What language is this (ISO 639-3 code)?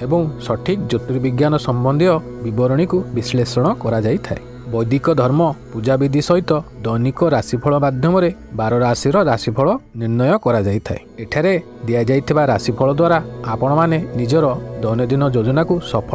ori